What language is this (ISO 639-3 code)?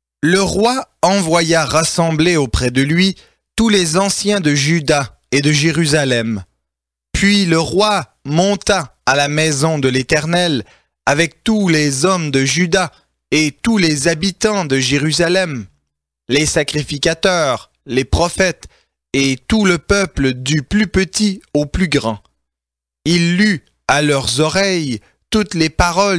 fra